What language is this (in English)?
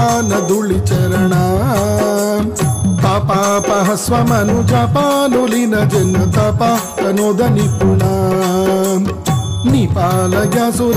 Telugu